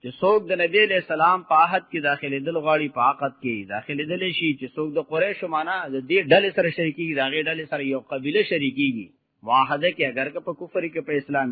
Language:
Pashto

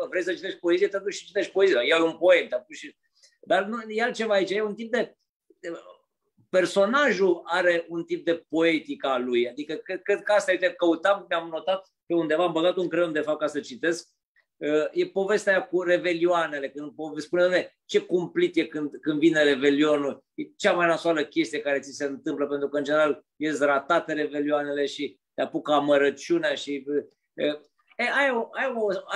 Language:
Romanian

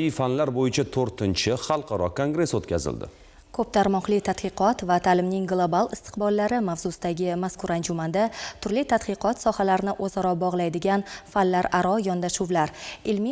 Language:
Uzbek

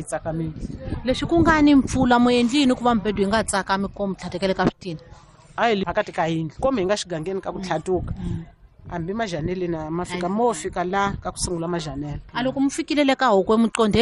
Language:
Tsonga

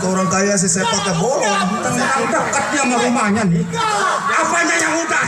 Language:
Betawi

